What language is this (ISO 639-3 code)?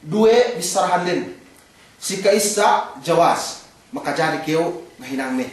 yka